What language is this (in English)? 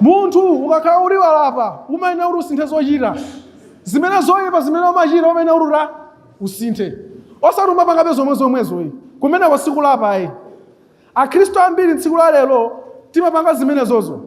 Nyanja